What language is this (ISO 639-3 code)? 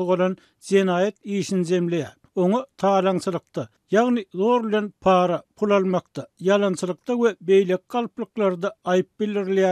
tuk